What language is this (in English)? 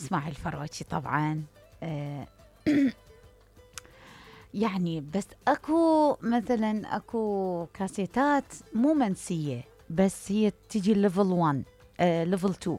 Mesopotamian Arabic